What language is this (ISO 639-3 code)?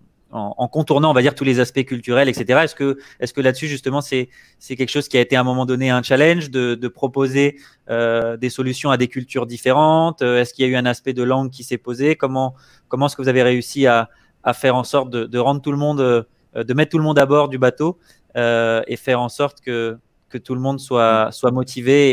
fra